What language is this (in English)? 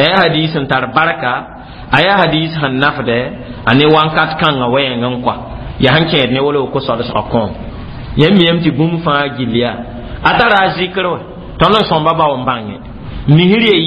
Mossi